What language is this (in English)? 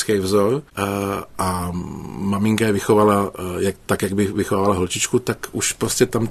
Czech